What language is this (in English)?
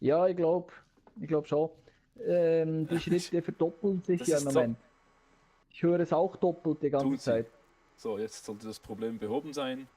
Swiss German